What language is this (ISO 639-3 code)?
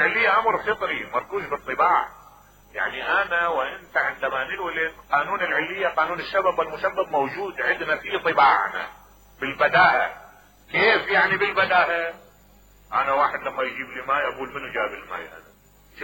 acm